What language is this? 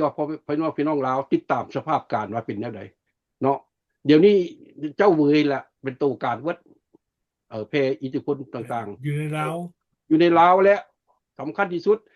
Lao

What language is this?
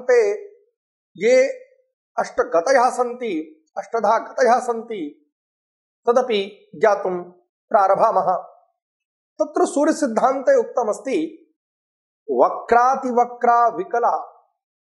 Sanskrit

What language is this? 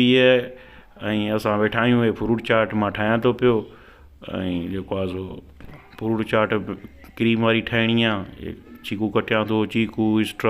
Sindhi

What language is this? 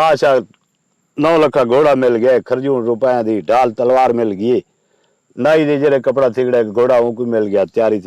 Saraiki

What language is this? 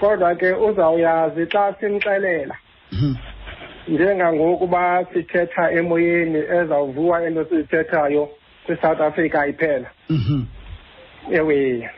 Xhosa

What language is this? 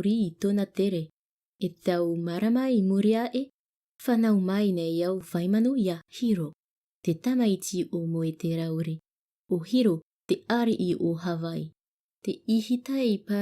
Tahitian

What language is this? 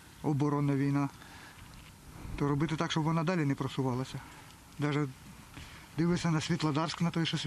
Ukrainian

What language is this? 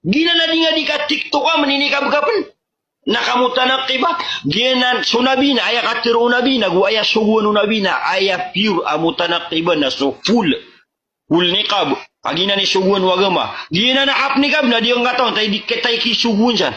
Maranao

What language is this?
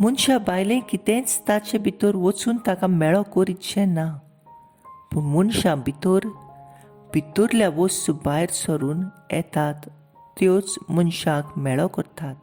Konkani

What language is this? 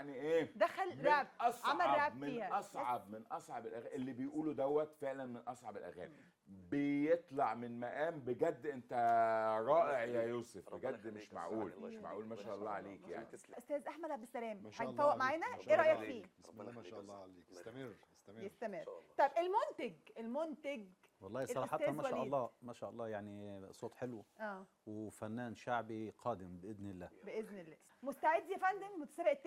Egyptian Arabic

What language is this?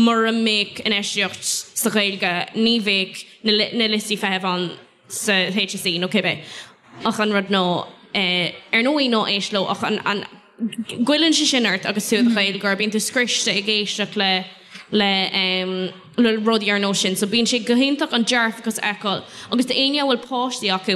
Irish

